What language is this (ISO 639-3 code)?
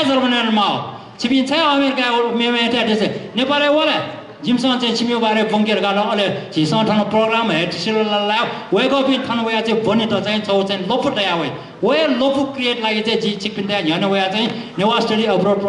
new